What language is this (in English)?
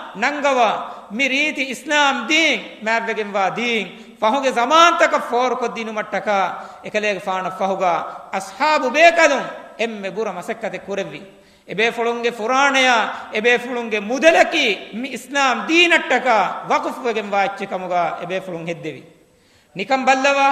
Divehi